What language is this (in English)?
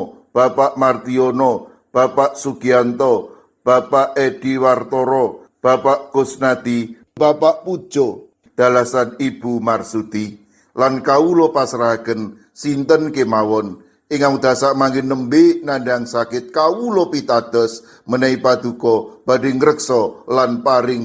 Javanese